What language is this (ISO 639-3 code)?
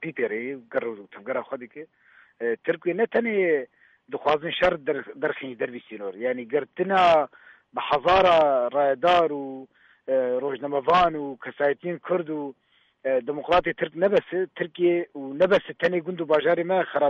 kur